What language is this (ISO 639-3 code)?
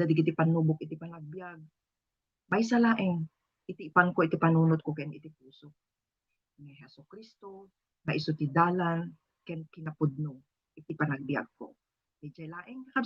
ilo